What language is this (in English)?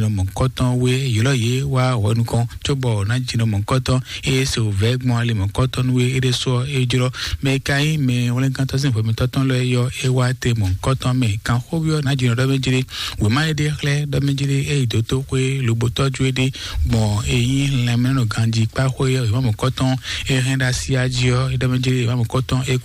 Fon